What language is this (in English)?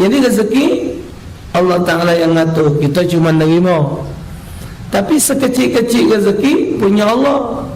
Musi